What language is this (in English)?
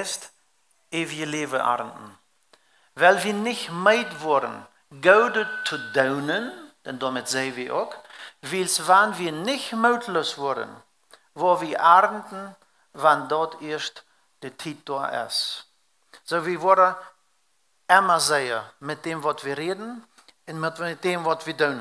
Plautdietsch